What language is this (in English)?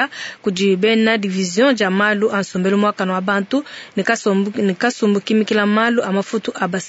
Luba-Lulua